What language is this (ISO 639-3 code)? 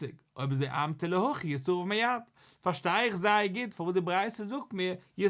yid